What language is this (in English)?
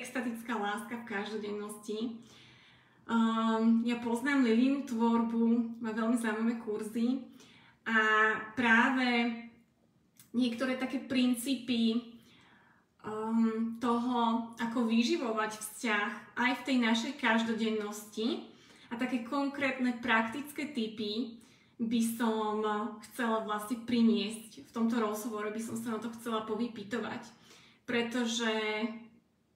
Slovak